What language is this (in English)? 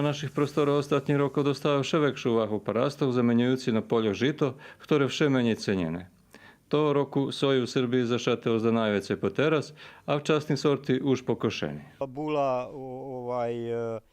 Rusyn